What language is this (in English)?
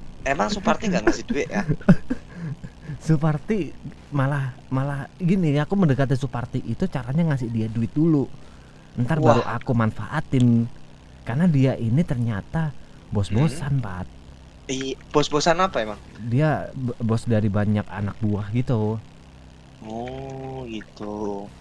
Indonesian